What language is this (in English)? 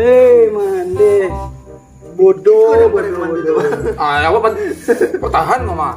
Minangkabau